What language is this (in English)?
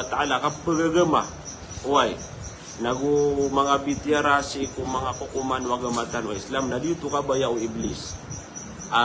Maranao